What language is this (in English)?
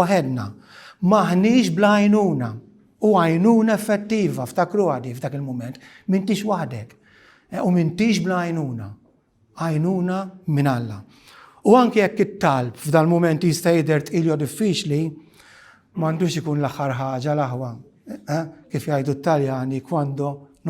Maltese